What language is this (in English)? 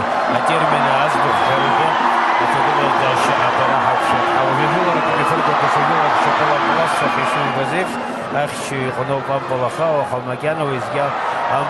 Abkhazian